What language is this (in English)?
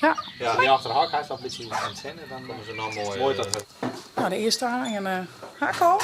Western Frisian